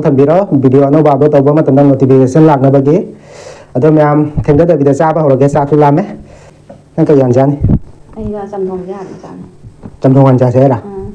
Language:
Manipuri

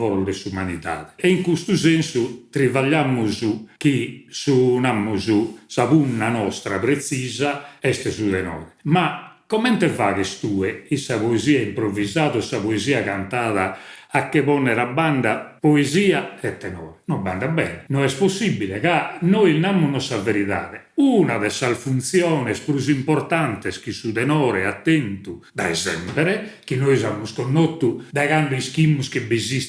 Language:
Sardinian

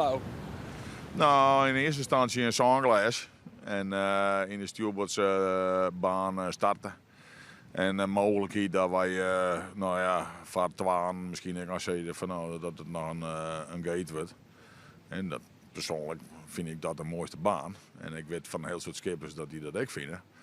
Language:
Western Frisian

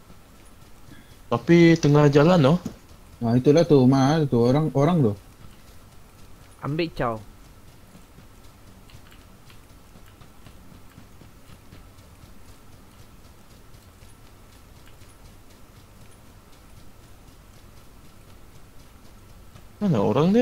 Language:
Malay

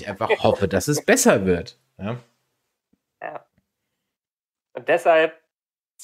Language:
German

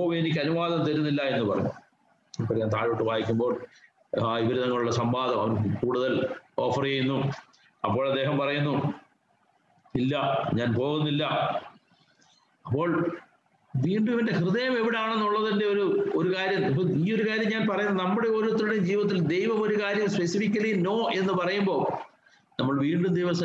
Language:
Malayalam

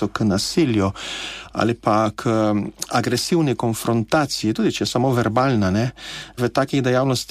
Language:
Slovenian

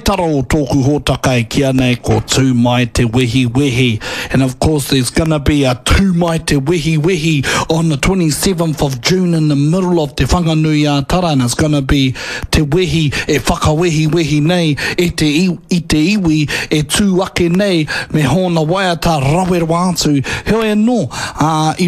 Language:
Māori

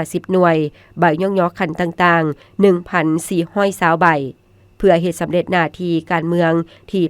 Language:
Lao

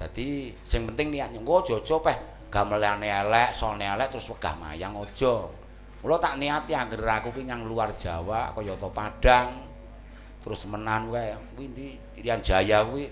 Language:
Javanese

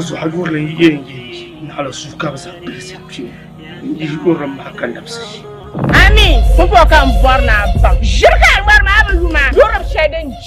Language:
Dagbani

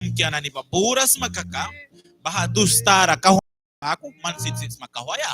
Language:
Mískito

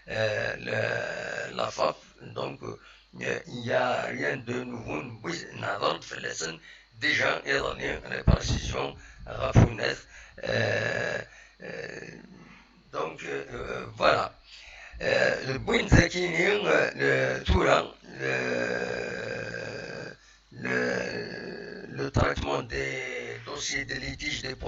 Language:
Kabyle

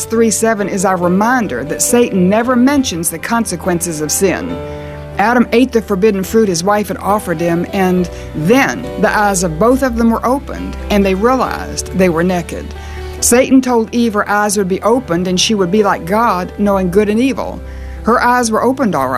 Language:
English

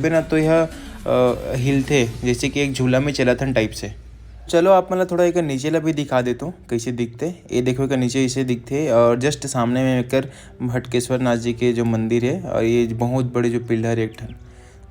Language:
Chhattisgarhi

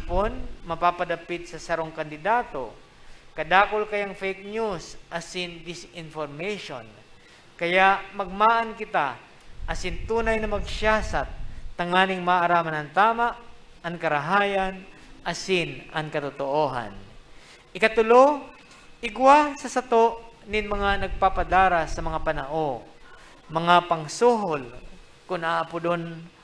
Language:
Bikol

